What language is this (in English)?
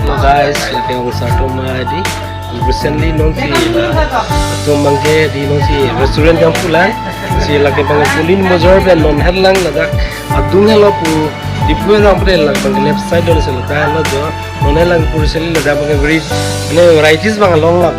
Karbi